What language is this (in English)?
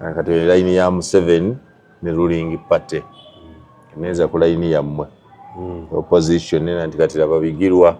Ganda